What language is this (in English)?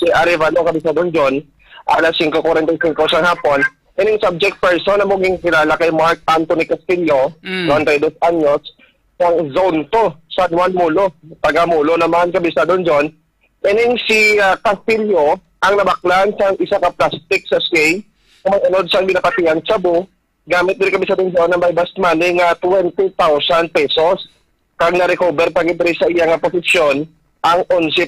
Hiligaynon